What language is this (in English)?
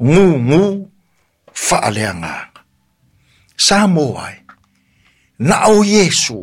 Samoan